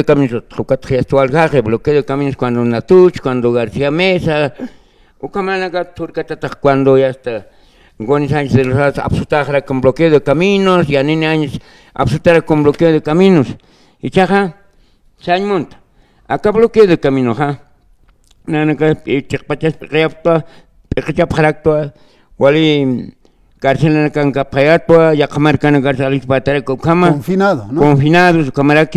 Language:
Aymara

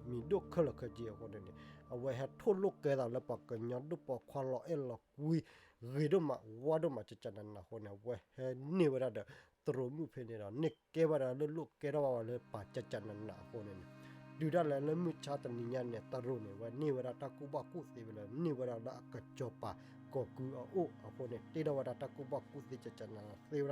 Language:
S'gaw Karen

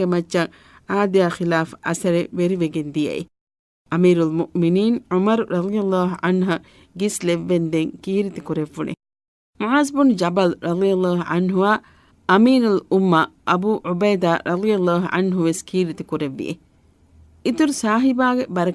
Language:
Divehi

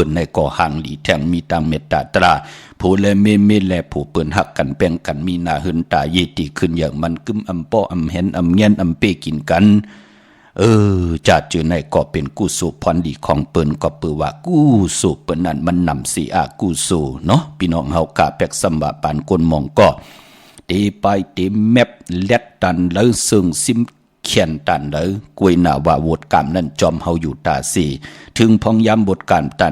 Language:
Shan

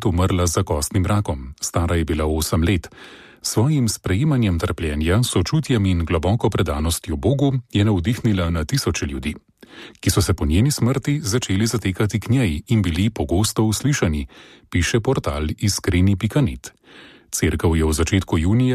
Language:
Slovenian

